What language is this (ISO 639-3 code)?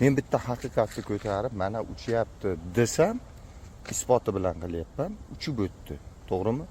uzb